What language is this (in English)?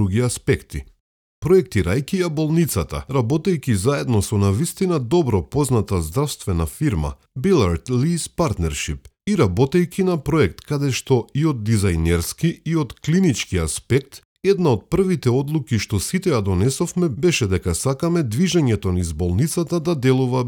Macedonian